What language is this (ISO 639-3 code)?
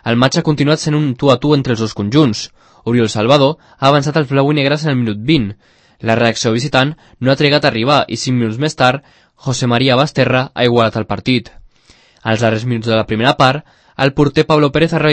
cat